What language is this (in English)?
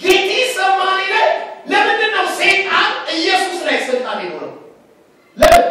Amharic